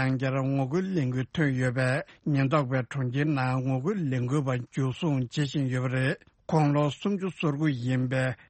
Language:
Tibetan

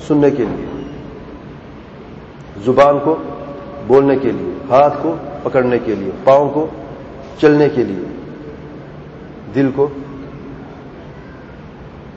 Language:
Urdu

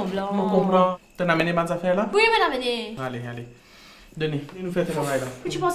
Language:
Morisyen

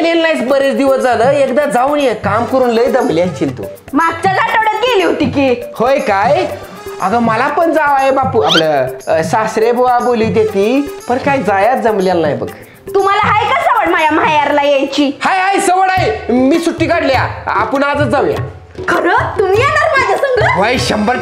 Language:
Marathi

